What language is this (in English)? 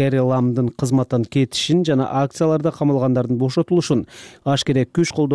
Kyrgyz